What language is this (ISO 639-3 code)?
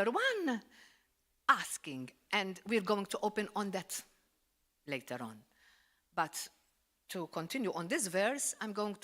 eng